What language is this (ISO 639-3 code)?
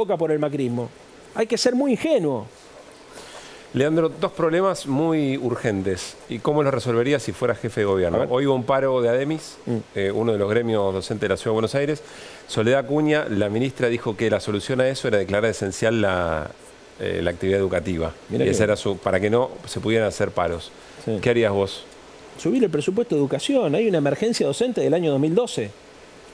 spa